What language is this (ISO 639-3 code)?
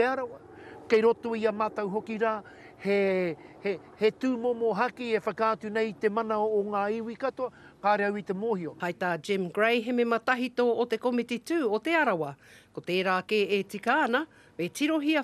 mri